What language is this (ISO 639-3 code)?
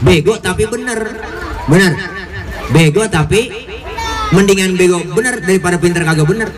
bew